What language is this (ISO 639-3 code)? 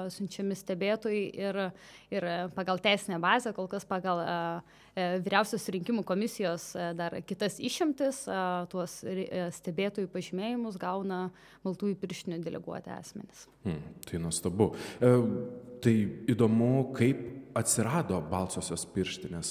lit